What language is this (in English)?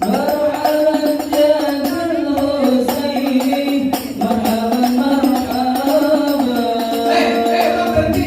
Betawi